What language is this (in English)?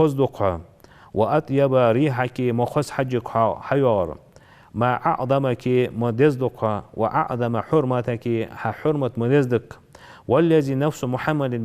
Ingush